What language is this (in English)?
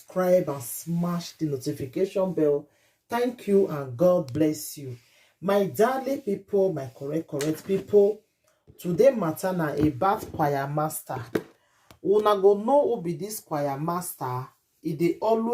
Nigerian Pidgin